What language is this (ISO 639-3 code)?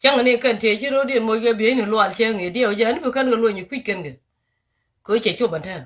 nus